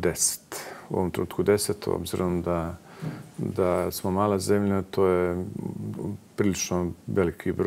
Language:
Bosnian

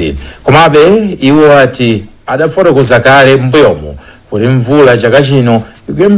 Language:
Nyanja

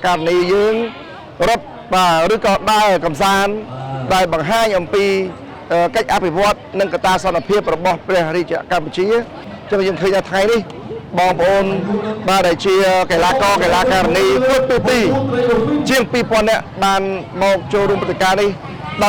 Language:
Khmer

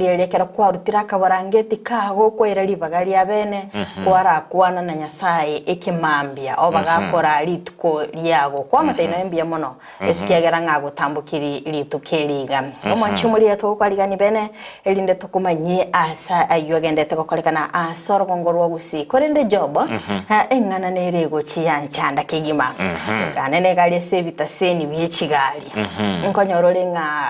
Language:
Gusii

